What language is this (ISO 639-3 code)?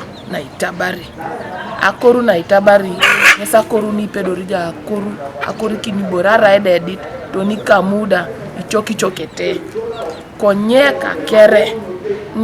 teo